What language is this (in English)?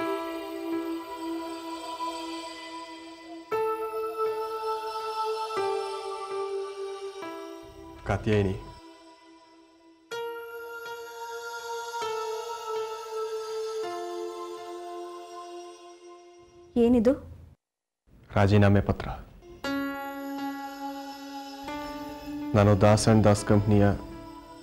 Kannada